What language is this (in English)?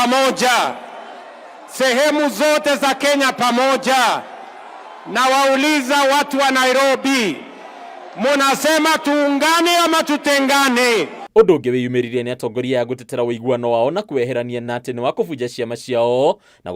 Kikuyu